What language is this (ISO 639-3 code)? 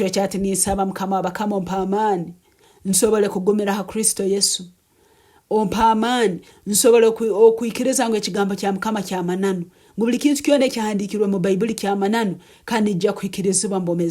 nyn